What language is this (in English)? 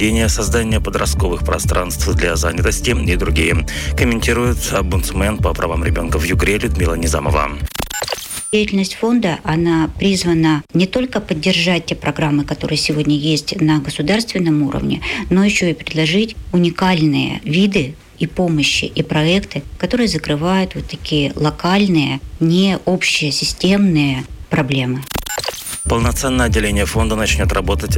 Russian